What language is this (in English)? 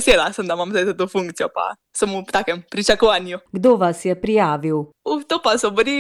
Slovenian